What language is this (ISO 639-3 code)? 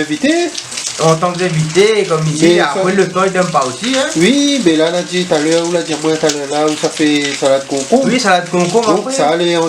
rcf